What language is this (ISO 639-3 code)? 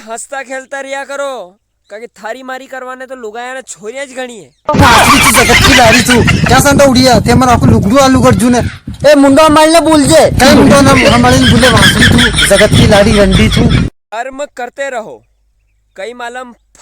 raj